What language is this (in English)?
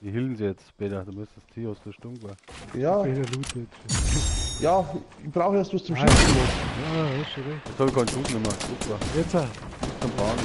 Bavarian